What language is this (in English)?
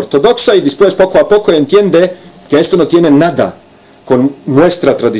Ladino